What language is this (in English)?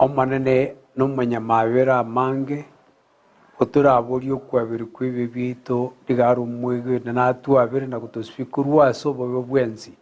Gusii